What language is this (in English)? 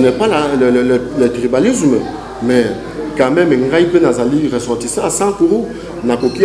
Lingala